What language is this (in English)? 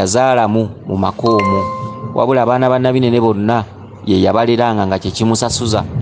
Ganda